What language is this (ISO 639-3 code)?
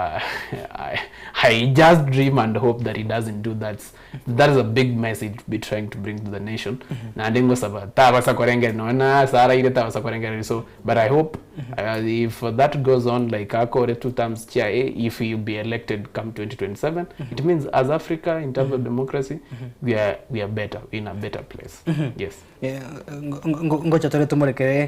guz